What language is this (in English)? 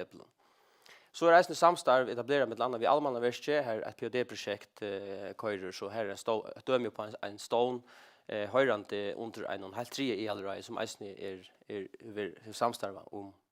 Faroese